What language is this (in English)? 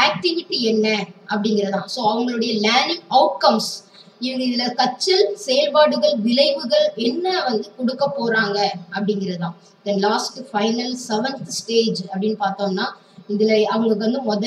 Tamil